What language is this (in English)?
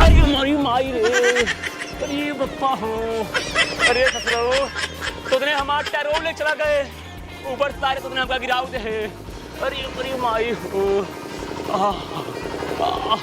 Awadhi